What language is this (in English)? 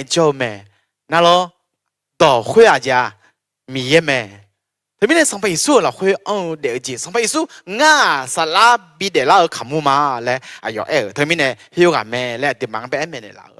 Akha